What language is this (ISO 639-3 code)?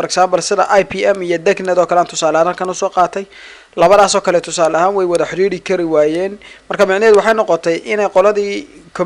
som